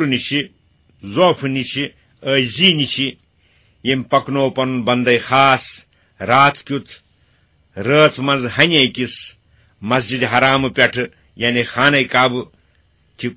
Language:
Kashmiri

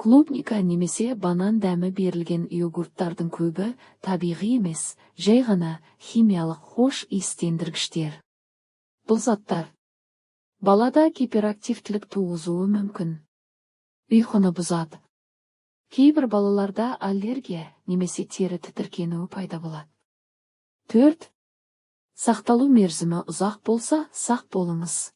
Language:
Kazakh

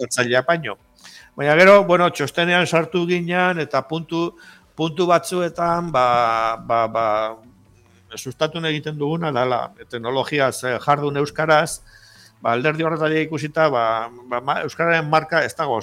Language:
Basque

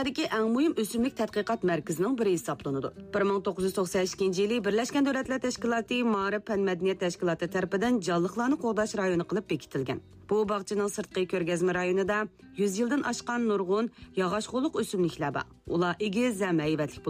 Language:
Uyghur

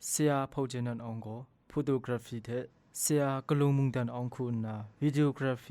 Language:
Kachin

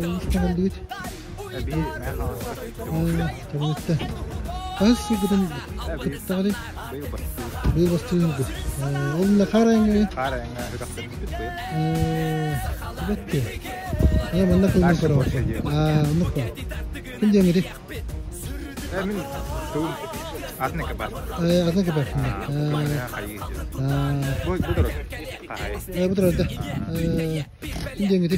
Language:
Yakut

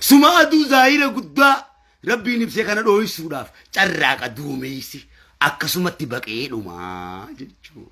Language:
Oromo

